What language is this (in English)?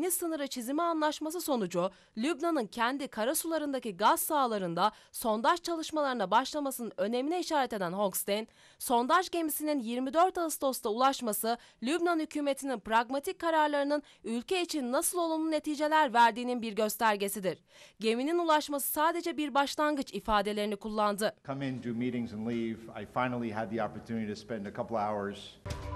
Turkish